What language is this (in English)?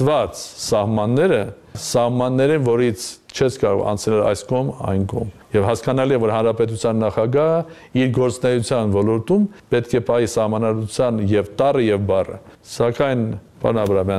Armenian